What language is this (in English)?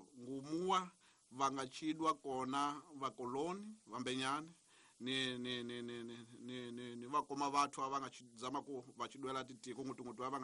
Tsonga